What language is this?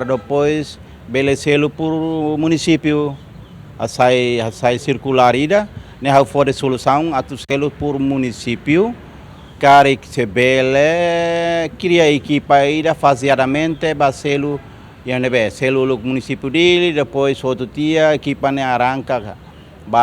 Tetum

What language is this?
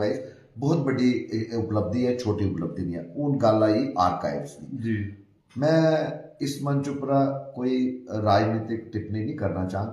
Dogri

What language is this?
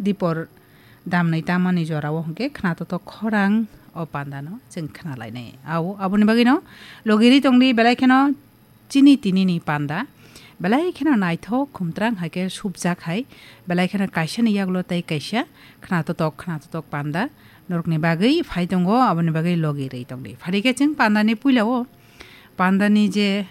Kok Borok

